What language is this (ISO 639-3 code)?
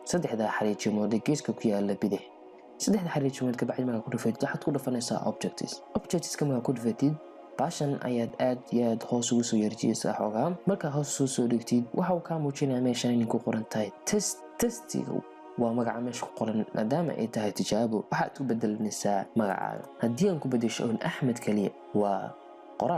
som